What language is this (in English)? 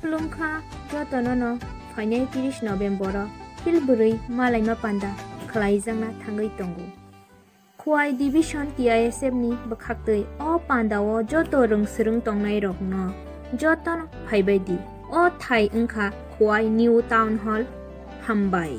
Kok Borok